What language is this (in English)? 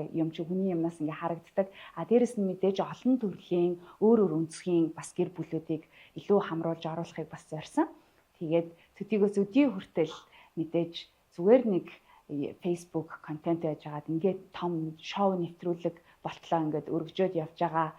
Mongolian